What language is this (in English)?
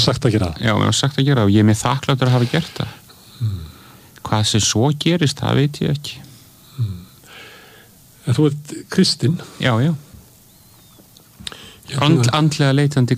Icelandic